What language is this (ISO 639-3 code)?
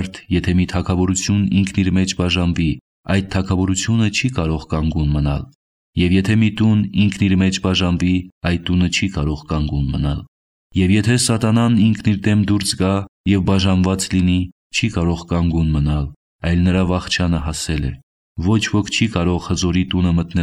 hye